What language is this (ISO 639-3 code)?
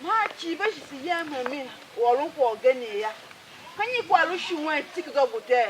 tiv